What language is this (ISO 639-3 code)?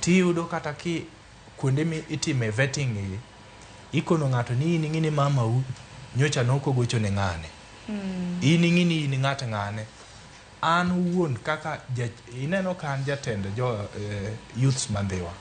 luo